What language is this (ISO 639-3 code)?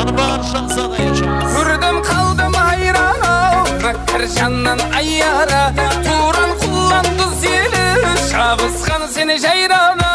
kaa